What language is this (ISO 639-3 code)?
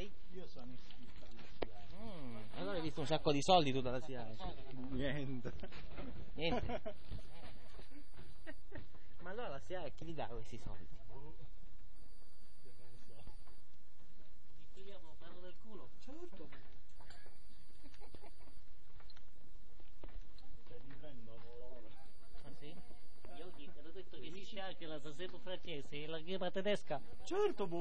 ita